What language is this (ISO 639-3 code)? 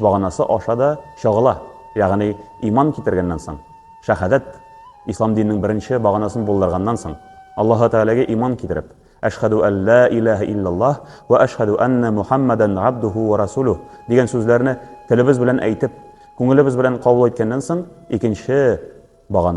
tat